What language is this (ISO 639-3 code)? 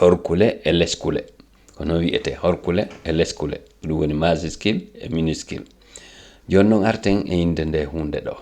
ful